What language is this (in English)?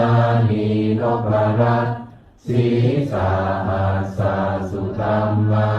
Pali